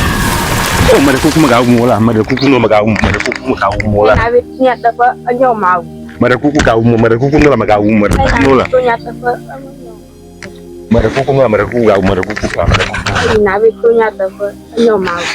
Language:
Ewe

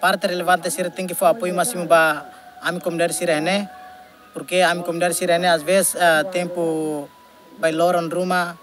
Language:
Tetum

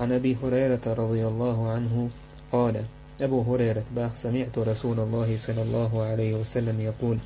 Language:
Chechen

